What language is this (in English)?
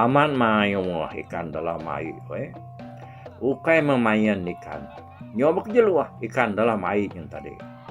Iban